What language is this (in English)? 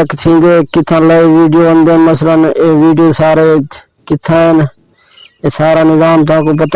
Saraiki